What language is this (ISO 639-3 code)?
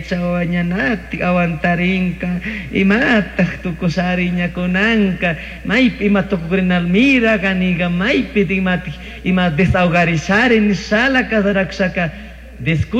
qug